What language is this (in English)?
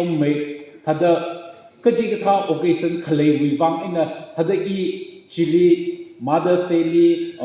Tangkhul Naga (India)